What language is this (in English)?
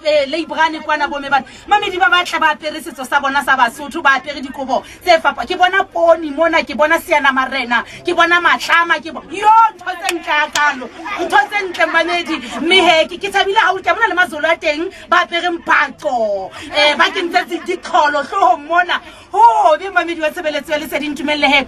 Southern Sotho